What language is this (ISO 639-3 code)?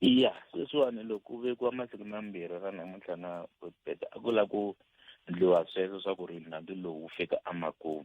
tso